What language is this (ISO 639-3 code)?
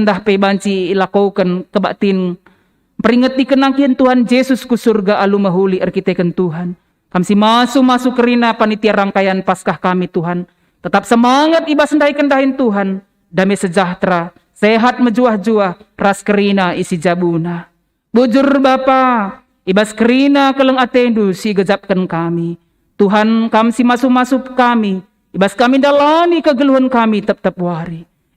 btx